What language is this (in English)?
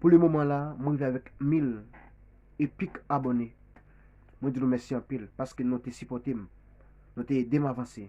Haitian Creole